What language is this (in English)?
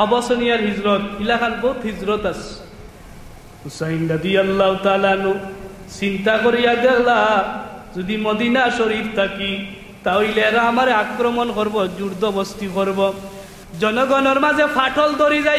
Sylheti